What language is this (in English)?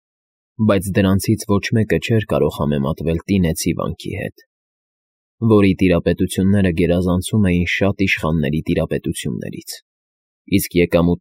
Armenian